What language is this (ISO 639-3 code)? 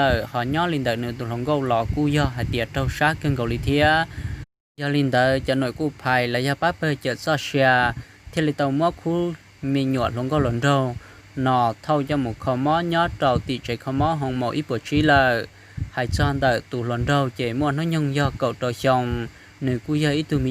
hmn